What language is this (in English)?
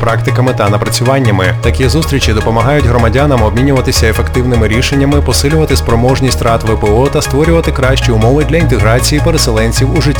Ukrainian